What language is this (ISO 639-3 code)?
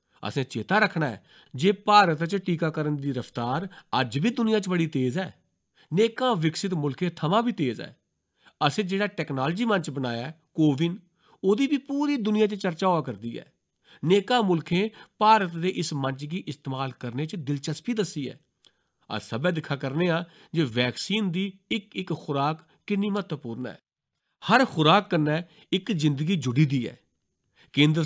doi